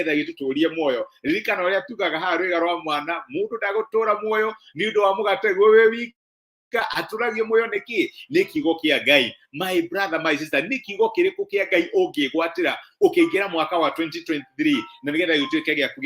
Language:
Kikuyu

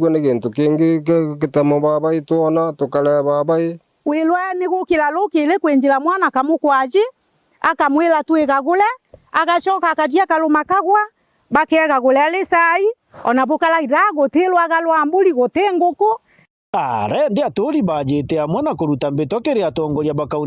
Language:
Meru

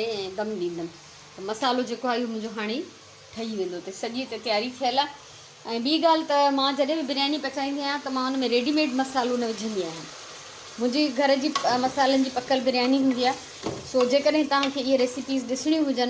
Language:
Sindhi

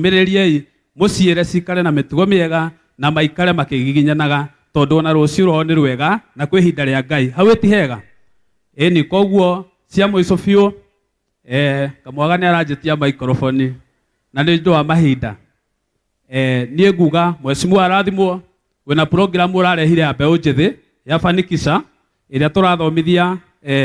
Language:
Kikuyu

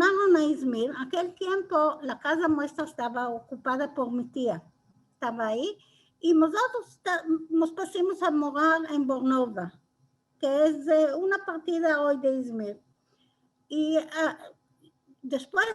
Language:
Ladino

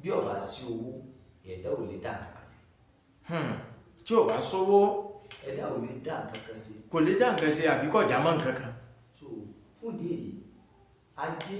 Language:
Yoruba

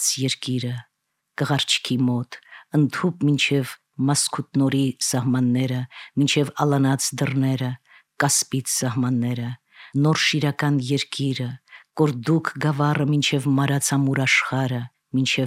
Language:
Armenian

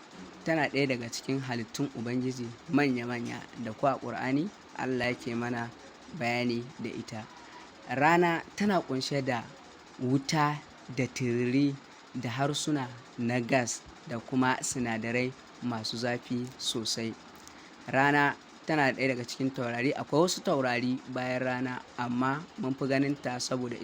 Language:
Hausa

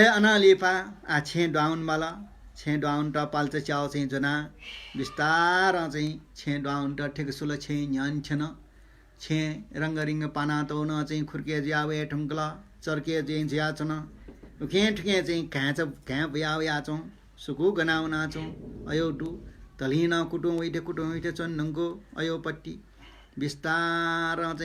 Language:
Newari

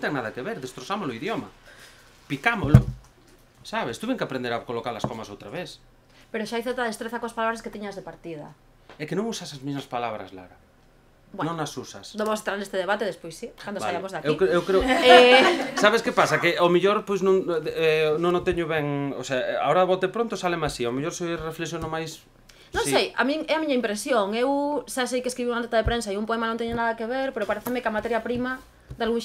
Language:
Galician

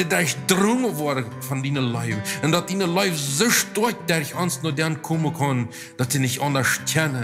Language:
Plautdietsch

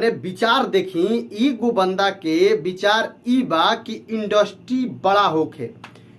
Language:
Bhojpuri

